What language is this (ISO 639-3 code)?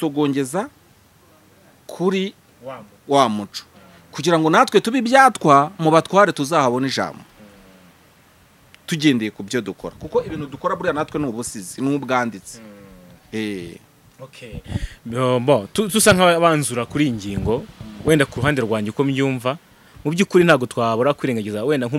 kin